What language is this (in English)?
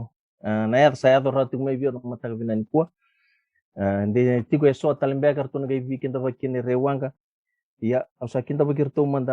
Fijian